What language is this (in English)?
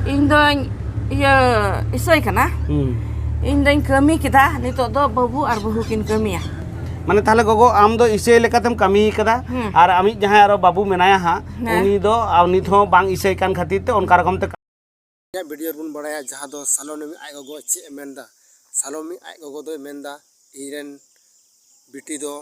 Santali